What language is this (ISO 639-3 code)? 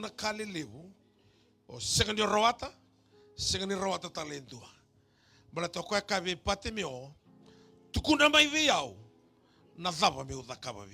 fij